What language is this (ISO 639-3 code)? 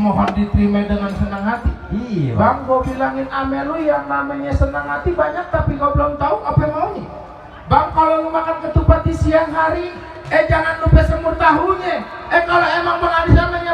bew